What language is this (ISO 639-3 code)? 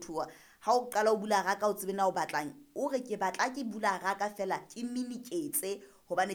sot